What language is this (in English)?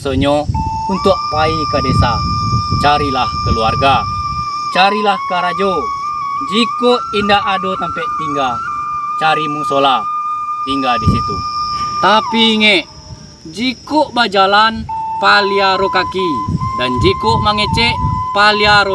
Minangkabau